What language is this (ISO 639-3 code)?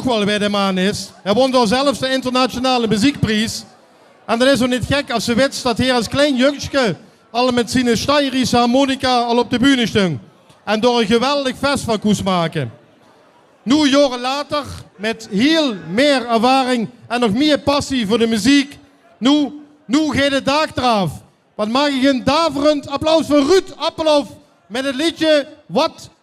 lim